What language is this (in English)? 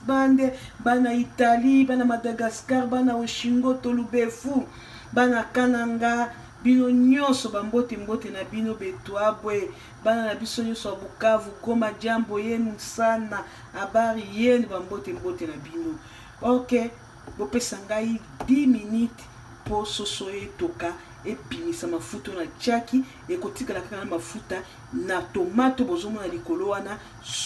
Lingala